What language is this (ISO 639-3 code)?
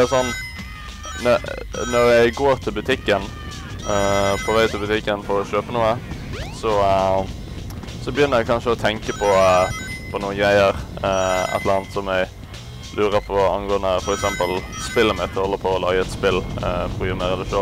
nor